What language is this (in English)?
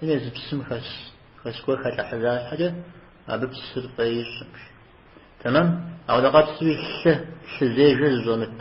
Kabardian